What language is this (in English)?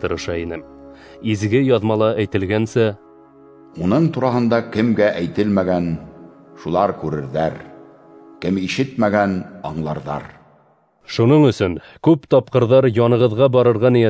Bashkir